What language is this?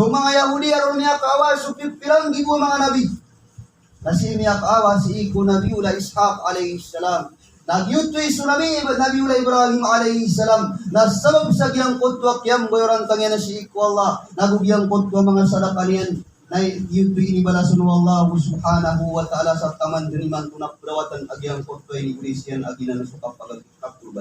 Maranao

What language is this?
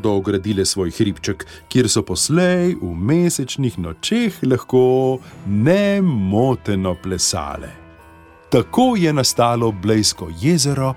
Slovenian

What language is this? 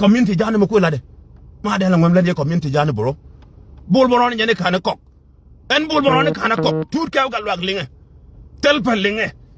Nuer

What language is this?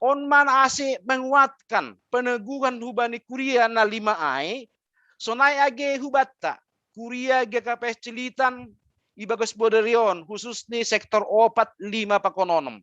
Batak Simalungun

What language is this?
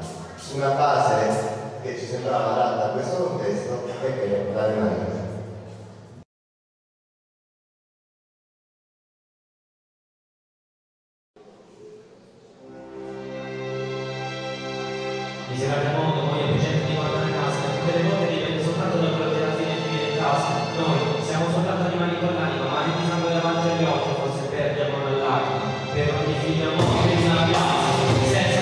Italian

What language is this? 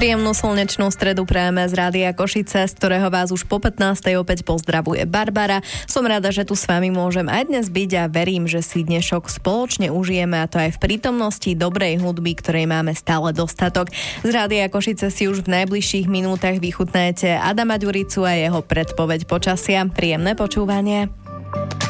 Slovak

